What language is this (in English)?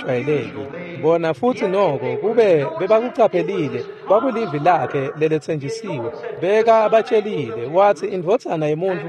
Swati